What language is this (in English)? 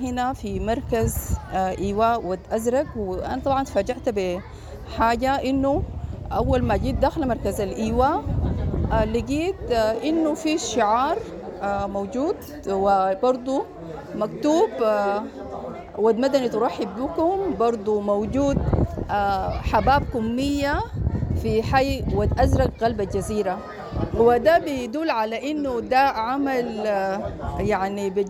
Sudanese Arabic